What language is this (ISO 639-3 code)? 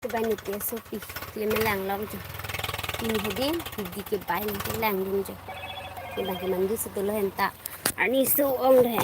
mjw